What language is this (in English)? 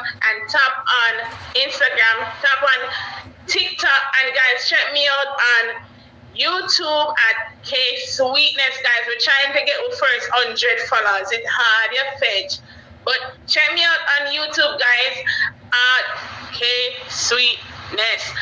Jamaican Creole English